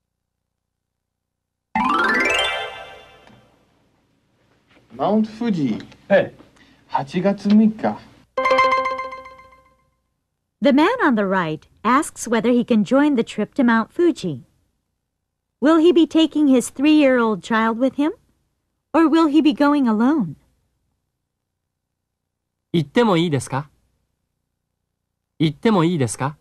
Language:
Japanese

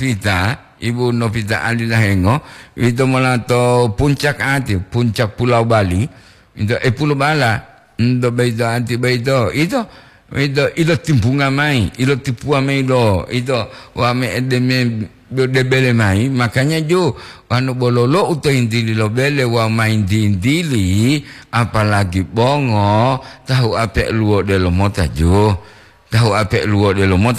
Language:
Gorontalo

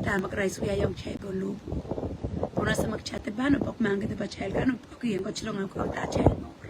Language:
Pohnpeian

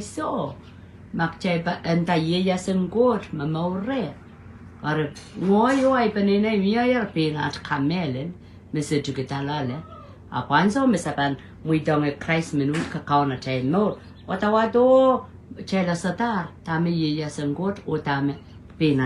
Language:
Pohnpeian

